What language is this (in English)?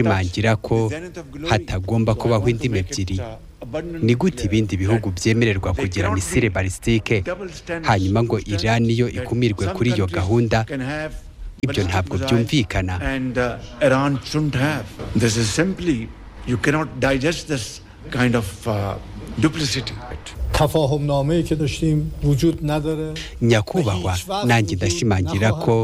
Kinyarwanda